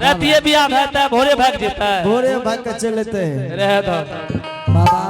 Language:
Angika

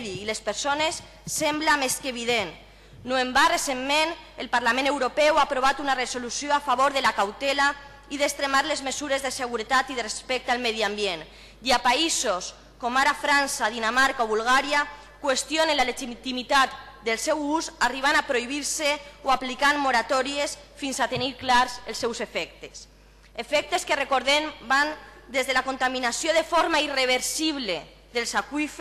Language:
Catalan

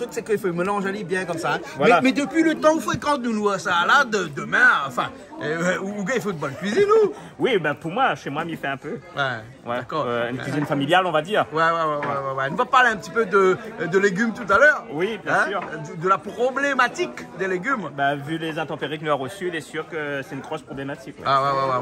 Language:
Réunion Creole French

